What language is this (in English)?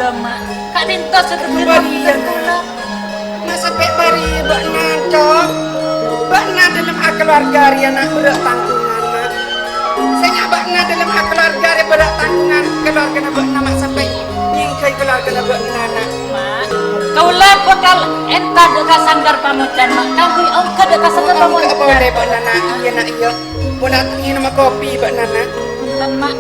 Madurese